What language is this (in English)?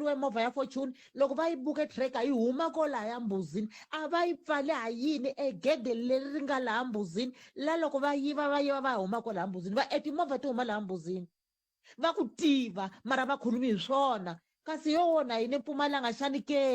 Tsonga